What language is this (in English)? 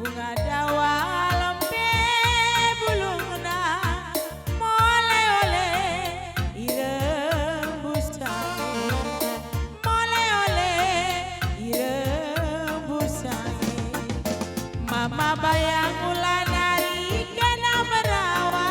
Batak Karo